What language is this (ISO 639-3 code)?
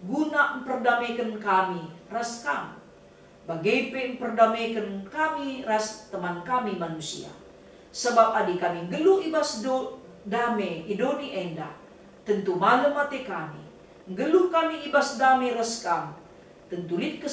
btx